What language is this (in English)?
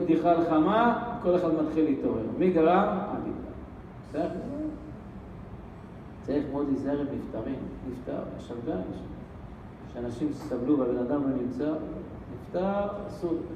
Hebrew